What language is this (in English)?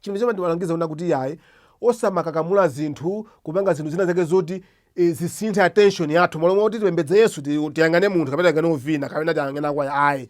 Nyanja